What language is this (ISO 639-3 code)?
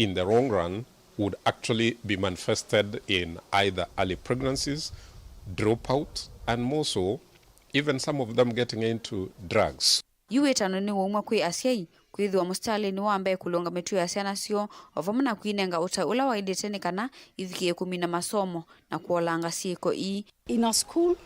kam